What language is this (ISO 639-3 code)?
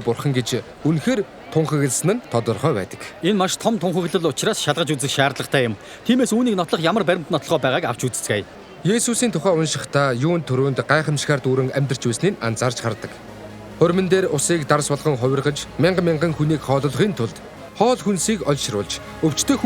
mon